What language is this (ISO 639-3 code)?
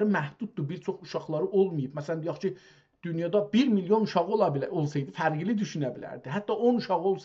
azb